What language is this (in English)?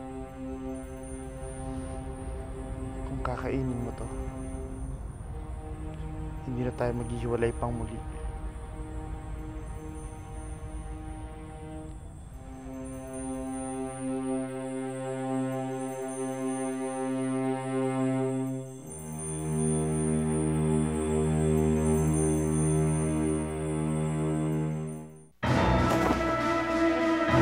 Filipino